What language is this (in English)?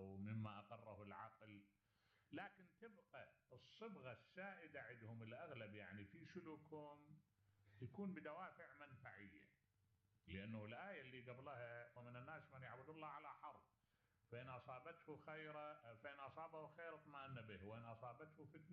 Mesopotamian Arabic